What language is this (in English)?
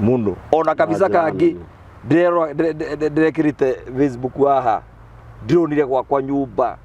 Kikuyu